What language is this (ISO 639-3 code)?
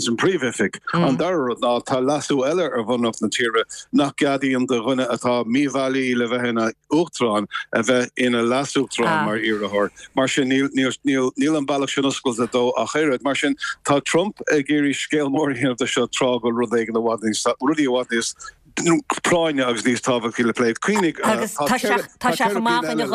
gle